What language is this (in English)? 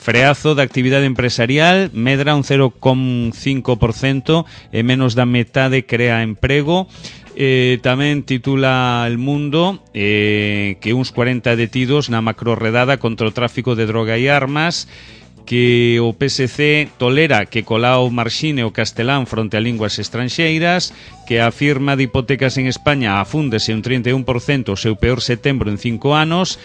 Galician